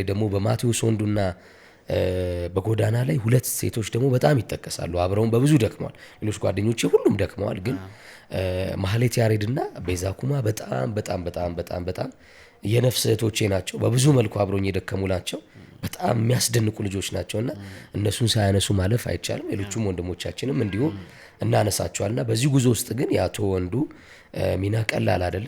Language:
Amharic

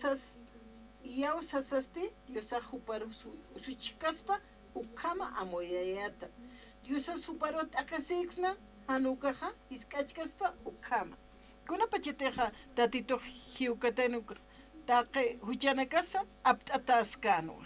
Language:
Aymara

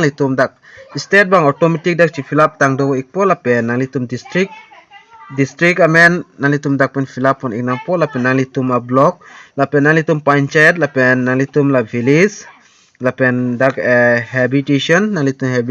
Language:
Karbi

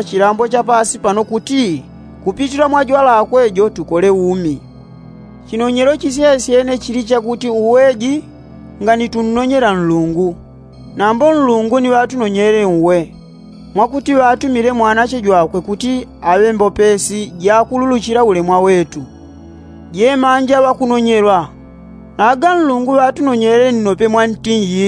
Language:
Yao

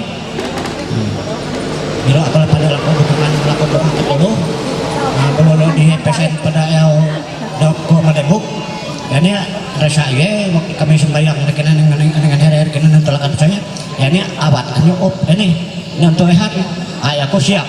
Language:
Ma'anyan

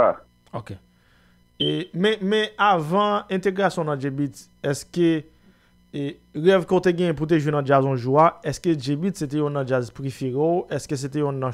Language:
Haitian Creole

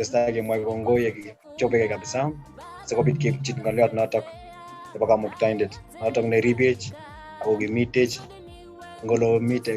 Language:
Kalenjin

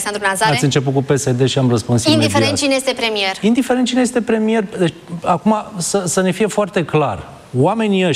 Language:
Romanian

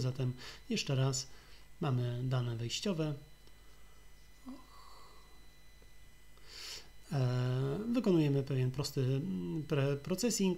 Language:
Polish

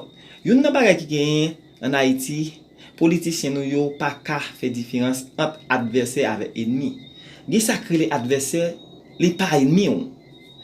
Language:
Haitian Creole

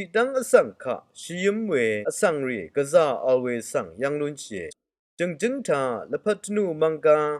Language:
Rawang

